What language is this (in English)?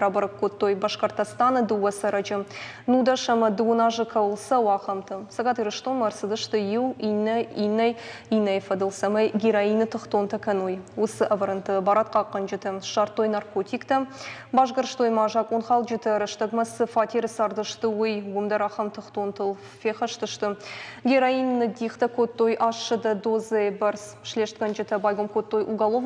Ossetic